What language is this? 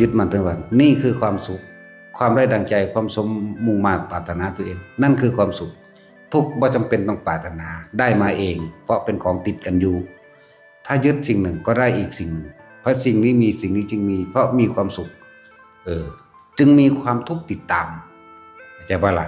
Northeastern Thai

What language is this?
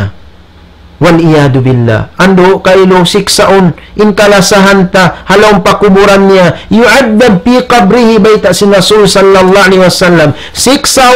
Tausug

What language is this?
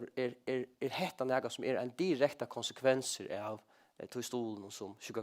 Faroese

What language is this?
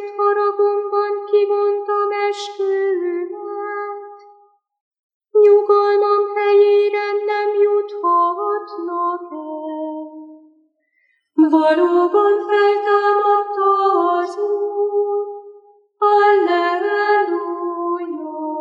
Hungarian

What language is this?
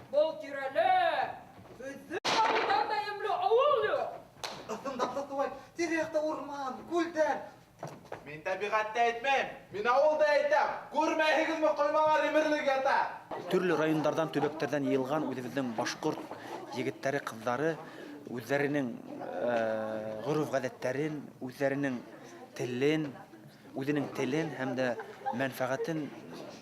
Bashkir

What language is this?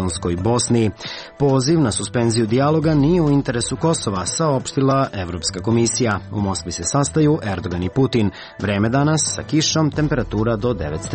Serbian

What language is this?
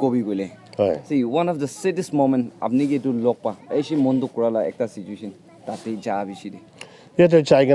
Naga Pidgin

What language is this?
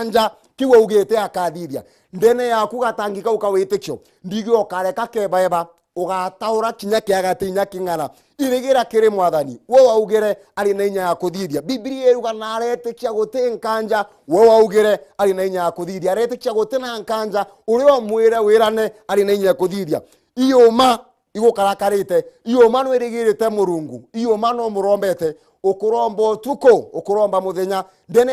Meru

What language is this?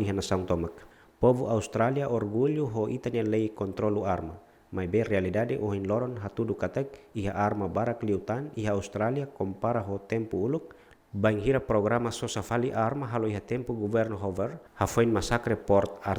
Tetum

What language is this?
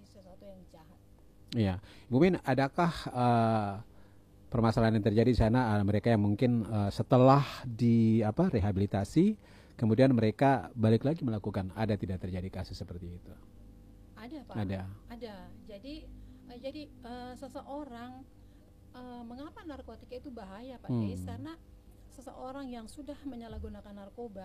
Indonesian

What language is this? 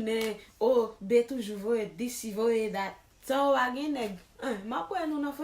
Haitian Creole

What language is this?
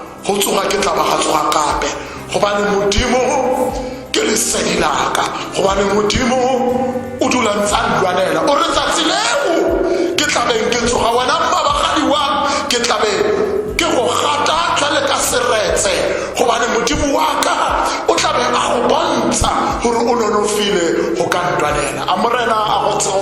Tswana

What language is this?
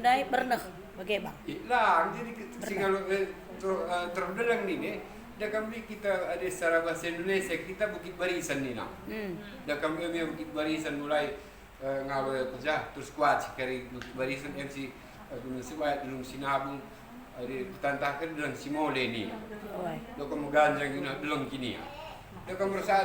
Batak Karo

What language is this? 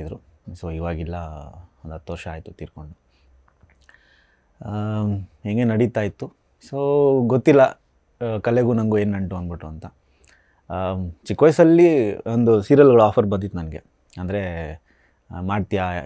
Kannada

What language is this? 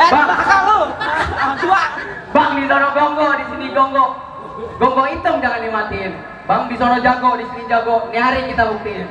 Betawi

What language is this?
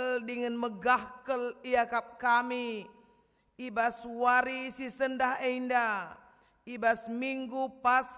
Batak Karo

